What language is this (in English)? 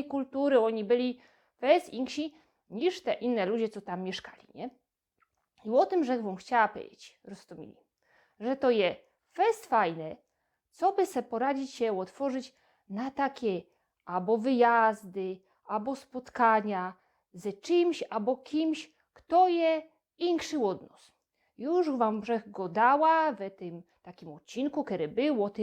Silesian